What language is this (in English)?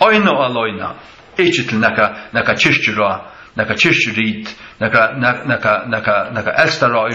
Faroese